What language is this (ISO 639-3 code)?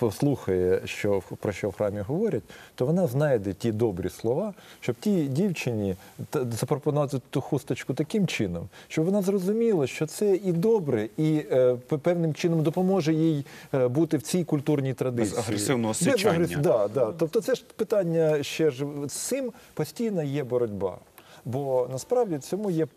ukr